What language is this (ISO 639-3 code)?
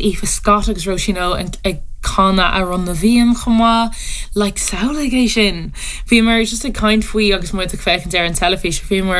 gle